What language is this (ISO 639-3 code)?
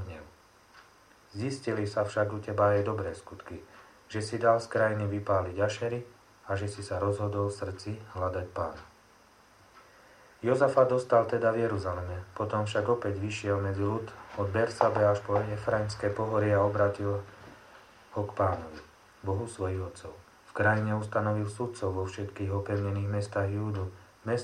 slk